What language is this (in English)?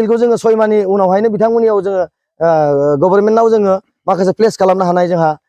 Bodo